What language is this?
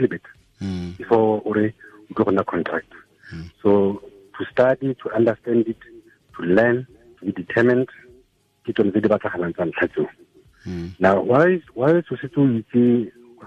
Tswana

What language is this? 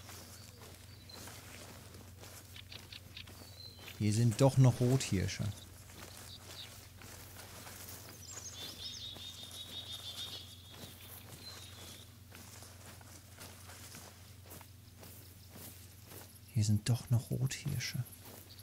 German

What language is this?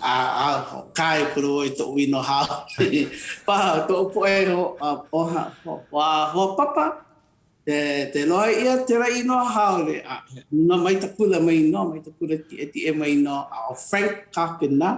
Hawaiian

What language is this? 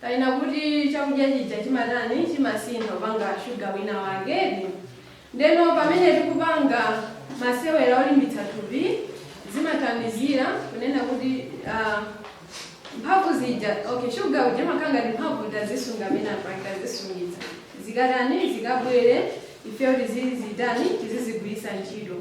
Nyanja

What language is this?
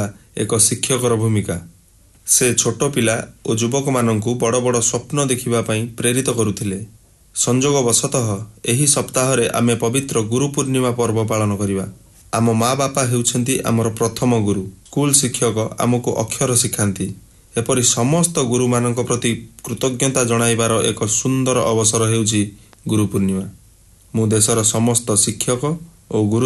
Odia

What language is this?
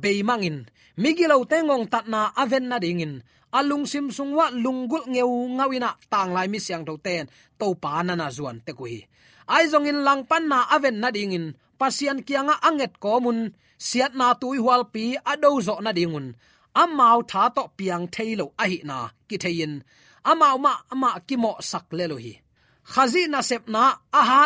Tedim Chin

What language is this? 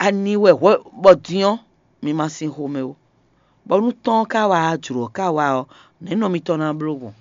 Fon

